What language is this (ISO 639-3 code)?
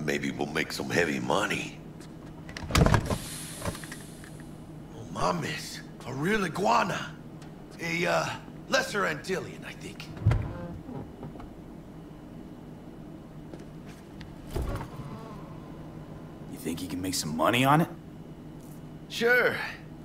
eng